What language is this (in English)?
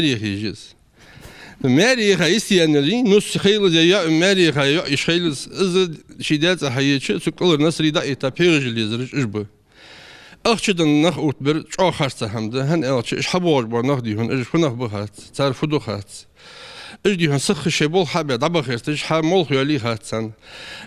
Ingush